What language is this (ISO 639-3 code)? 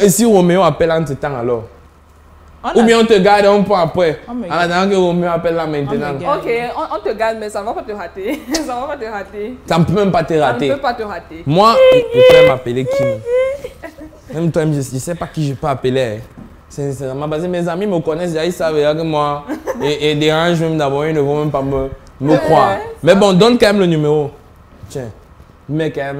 fra